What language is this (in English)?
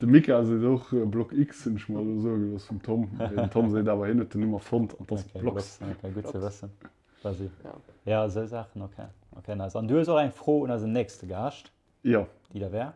Luxembourgish